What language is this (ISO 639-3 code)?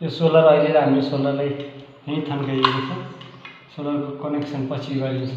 nep